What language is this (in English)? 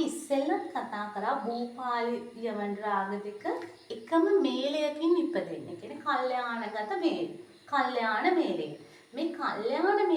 Sinhala